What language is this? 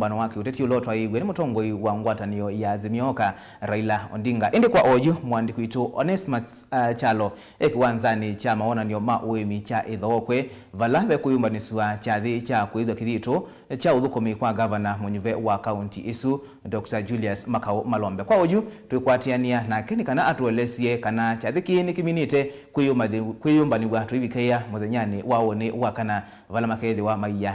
Kamba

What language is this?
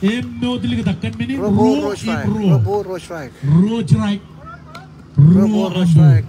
Marshallese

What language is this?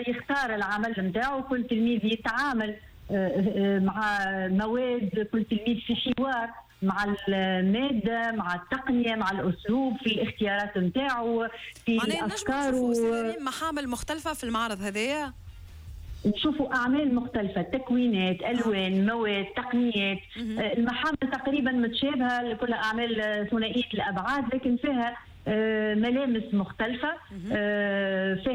Tunisian Arabic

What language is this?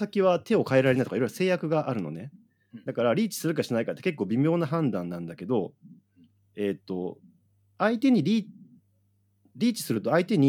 Japanese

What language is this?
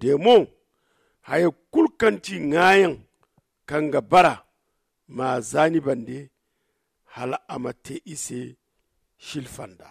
Zarma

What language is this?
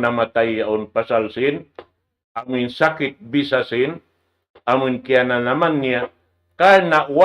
Tausug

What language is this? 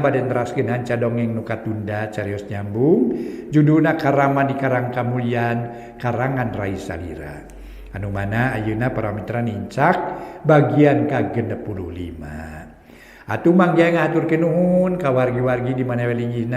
Sundanese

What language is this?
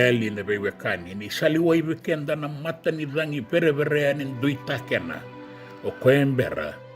Fijian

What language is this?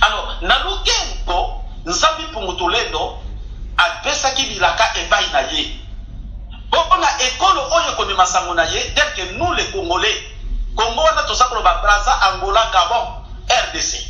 Lingala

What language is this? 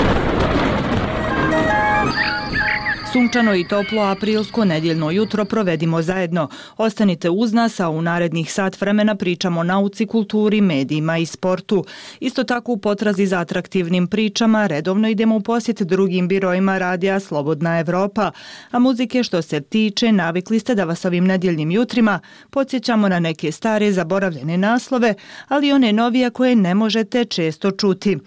Bosnian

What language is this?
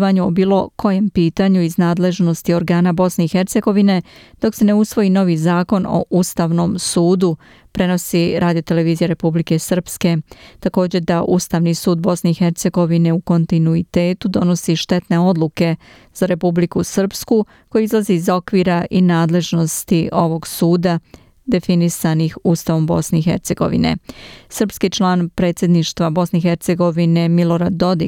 Serbian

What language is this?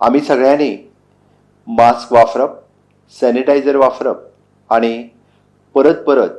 Konkani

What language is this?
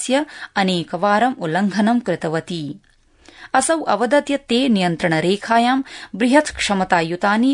Sanskrit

